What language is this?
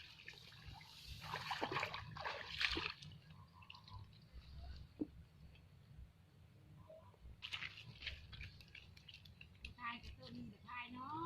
Lao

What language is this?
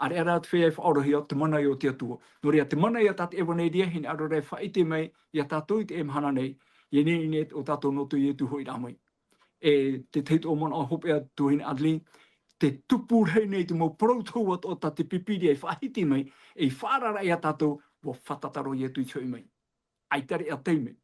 Tahitian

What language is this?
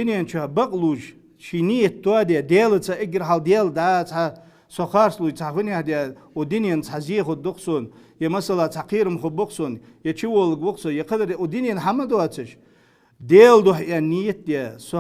Ingush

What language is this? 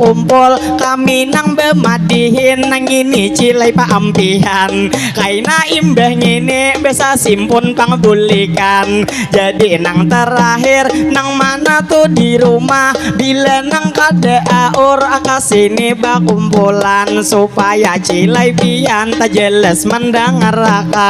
Banjar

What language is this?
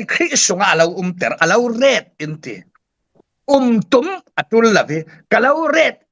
Falam Chin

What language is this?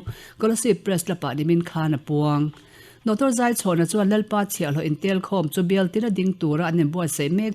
Mizo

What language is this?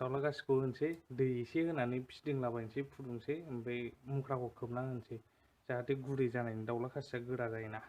Bodo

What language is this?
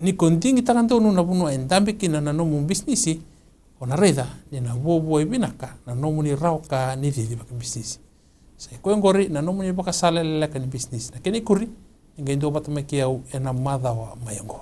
Fijian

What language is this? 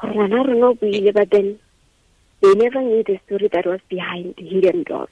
Tswana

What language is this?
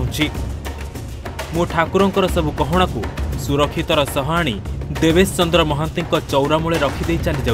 Odia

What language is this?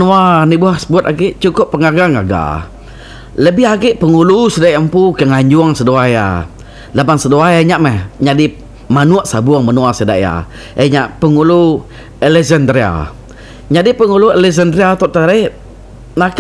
Iban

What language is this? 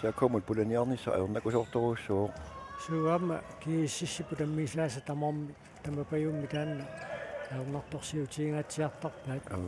Kalaallisut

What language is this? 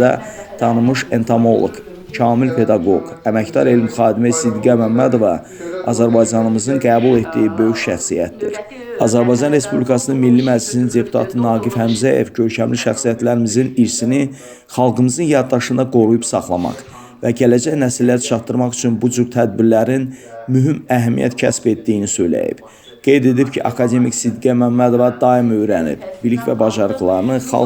Azerbaijani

